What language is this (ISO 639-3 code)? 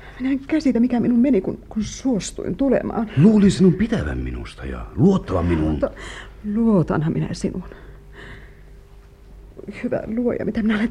fin